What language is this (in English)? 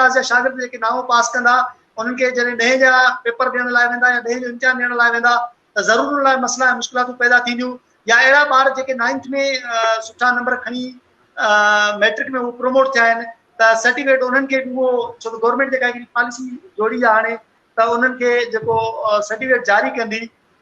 Sindhi